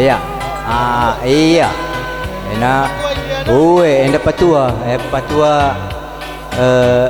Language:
Batak Karo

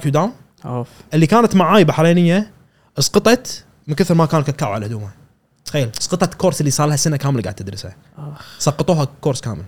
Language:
Gulf Arabic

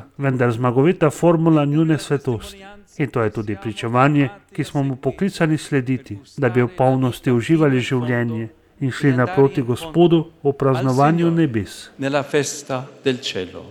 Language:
Slovenian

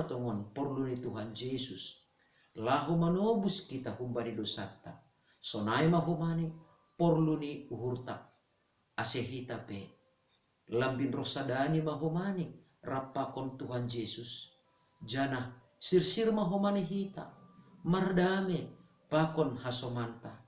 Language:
Batak Simalungun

